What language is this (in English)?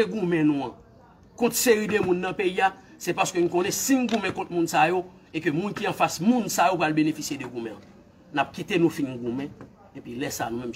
Haitian Creole